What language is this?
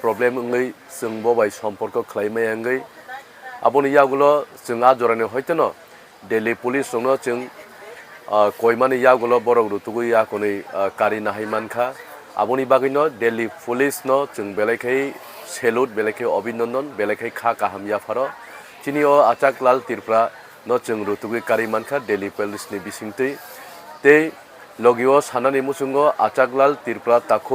Kok Borok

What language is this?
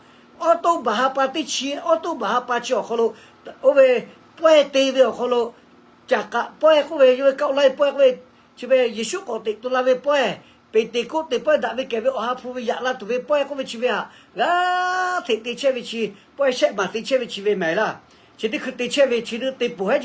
Lahu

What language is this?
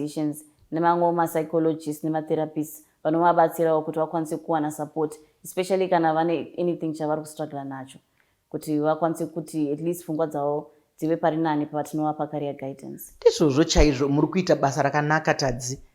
Shona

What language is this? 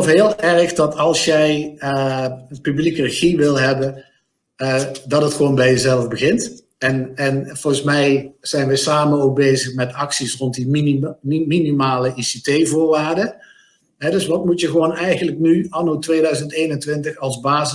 Dutch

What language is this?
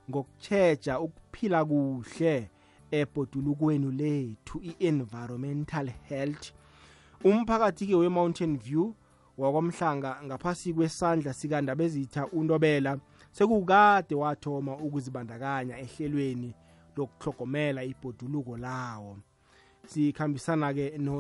South Ndebele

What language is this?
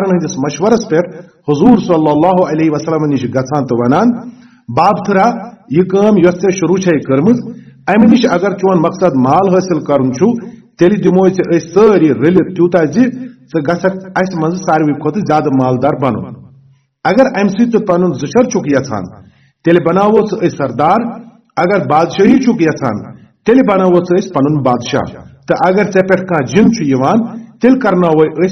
Kashmiri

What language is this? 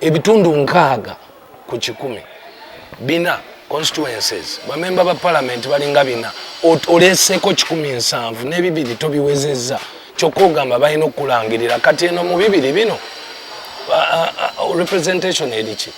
Ganda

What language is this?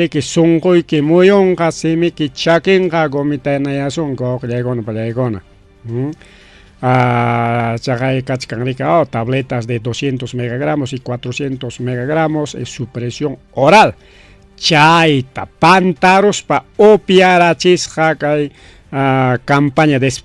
Ayacucho Quechua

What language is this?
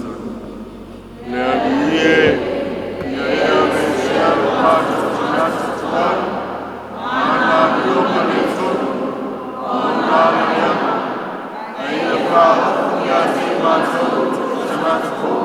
Samoan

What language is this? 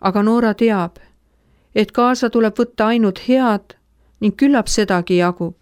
Estonian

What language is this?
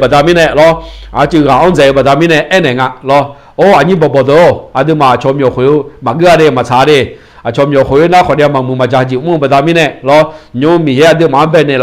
Akha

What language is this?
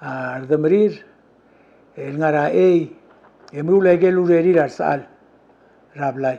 Palauan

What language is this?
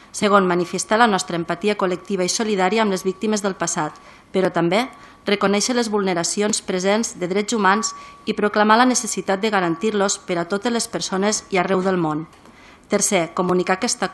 Catalan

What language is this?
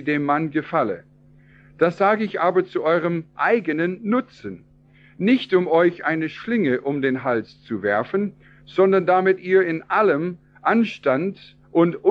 German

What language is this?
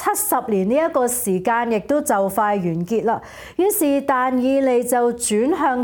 Cantonese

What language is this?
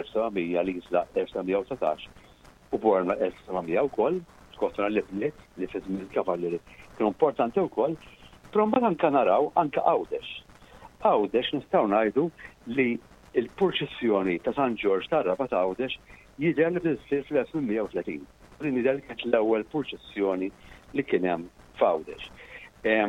Maltese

